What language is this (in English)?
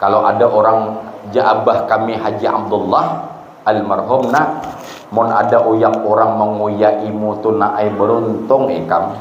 Banjar